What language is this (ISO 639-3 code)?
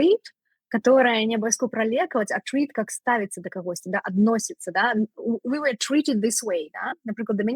bel